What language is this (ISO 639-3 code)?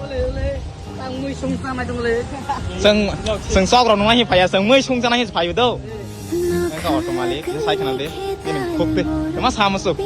trp